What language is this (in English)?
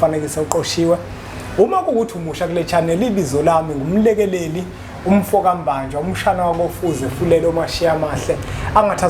Zulu